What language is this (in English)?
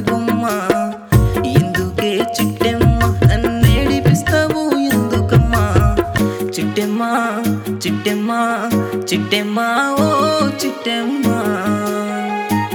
Telugu